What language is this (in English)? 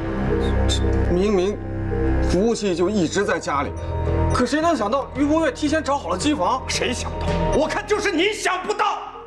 Chinese